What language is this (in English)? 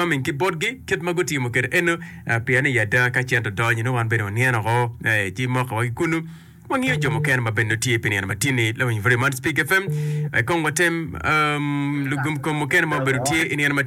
Acoli